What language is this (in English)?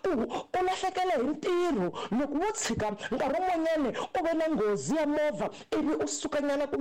Tsonga